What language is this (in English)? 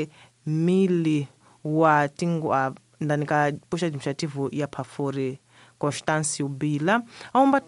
Tsonga